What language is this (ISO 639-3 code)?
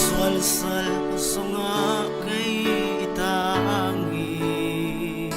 cfm